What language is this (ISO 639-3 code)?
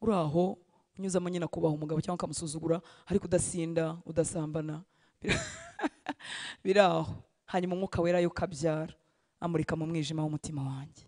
kin